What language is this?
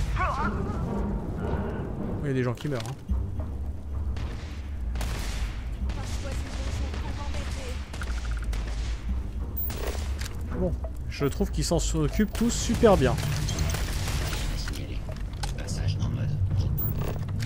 French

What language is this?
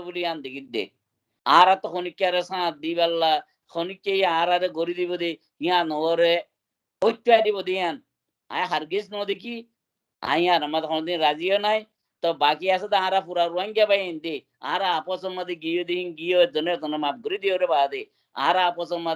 Rohingya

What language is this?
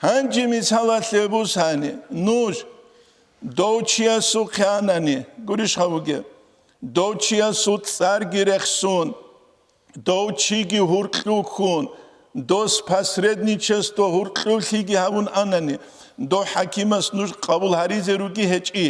Avaric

